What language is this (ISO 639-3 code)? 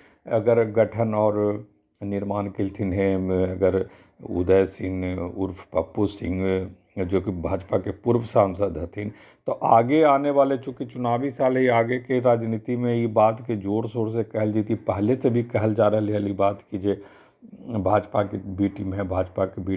mag